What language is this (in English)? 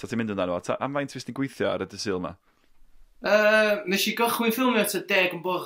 Welsh